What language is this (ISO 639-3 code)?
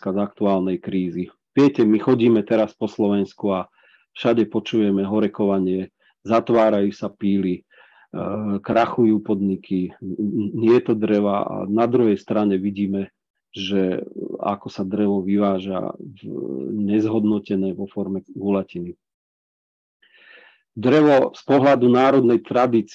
slk